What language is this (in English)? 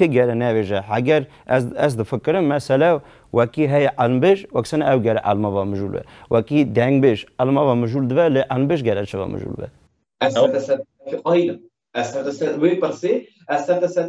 Kurdish